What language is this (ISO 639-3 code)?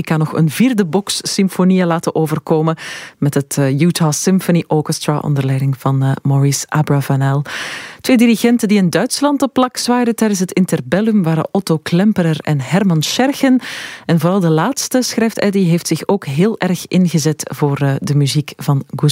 nld